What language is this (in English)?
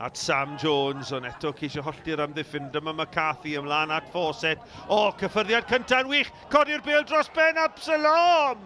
Welsh